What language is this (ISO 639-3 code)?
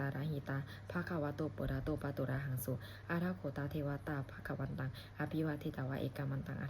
pli